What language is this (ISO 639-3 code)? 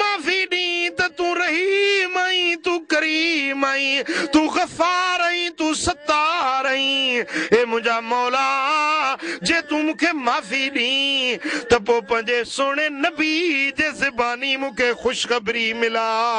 snd